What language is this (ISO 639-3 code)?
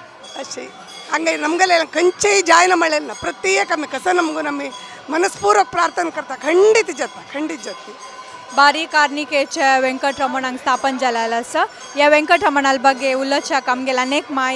kok